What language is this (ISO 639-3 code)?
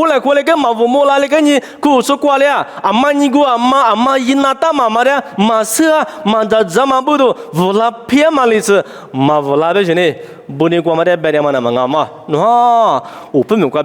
lis